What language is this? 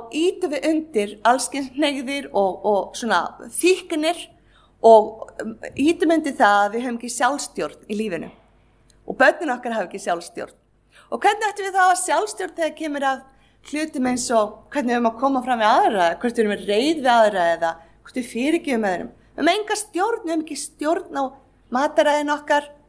Icelandic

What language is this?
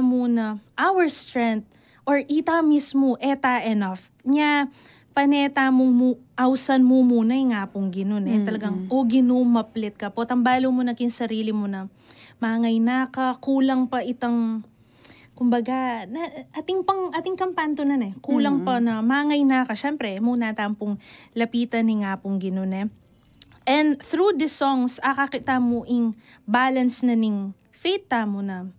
Pampanga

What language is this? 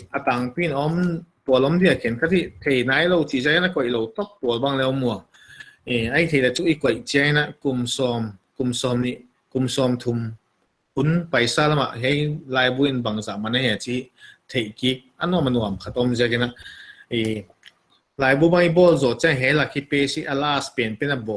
Paite Chin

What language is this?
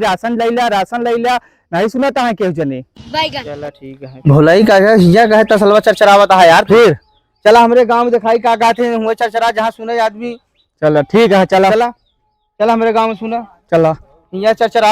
Awadhi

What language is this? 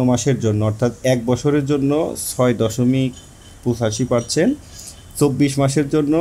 Bangla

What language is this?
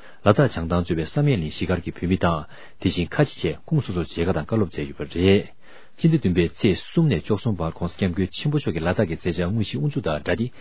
Tibetan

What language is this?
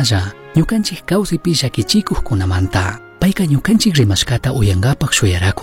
Chimborazo Highland Quichua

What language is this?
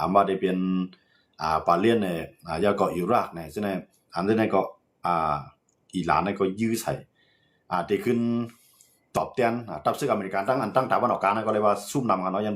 Shan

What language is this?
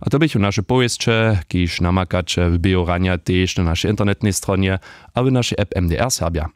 Upper Sorbian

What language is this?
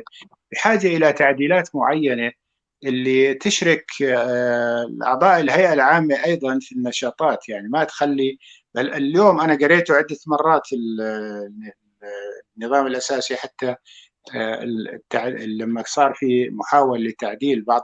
North Levantine Arabic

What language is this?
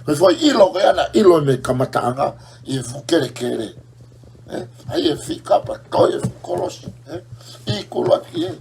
Tongan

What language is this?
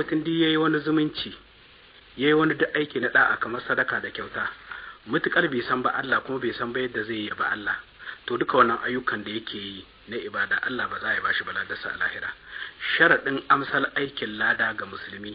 Hausa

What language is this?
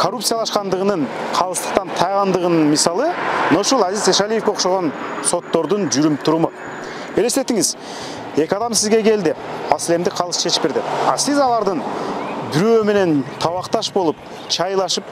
Kyrgyz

